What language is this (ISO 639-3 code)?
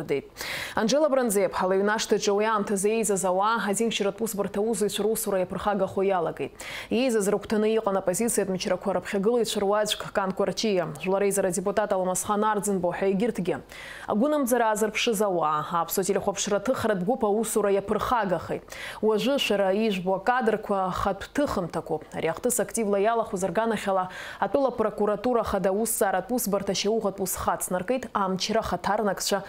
abk